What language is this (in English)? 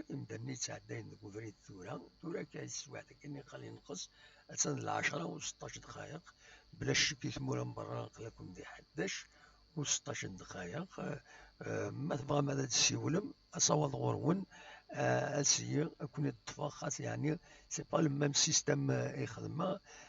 Kabyle